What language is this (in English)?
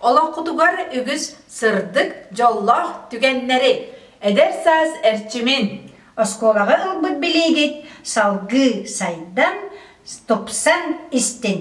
Yakut